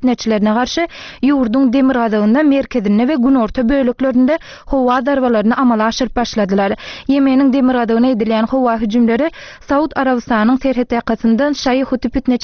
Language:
Turkmen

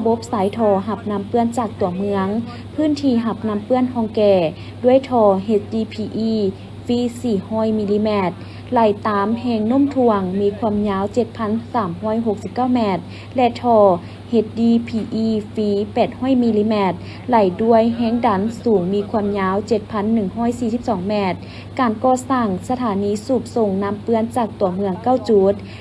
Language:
Lao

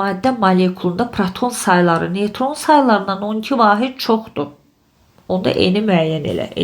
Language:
Azerbaijani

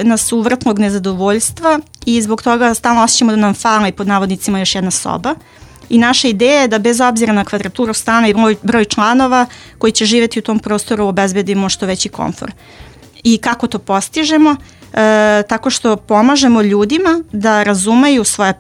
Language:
Serbian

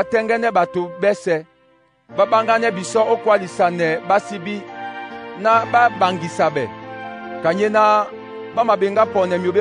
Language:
Duala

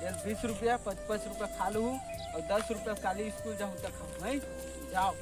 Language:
Chhattisgarhi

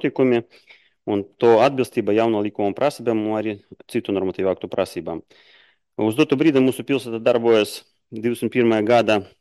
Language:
Latvian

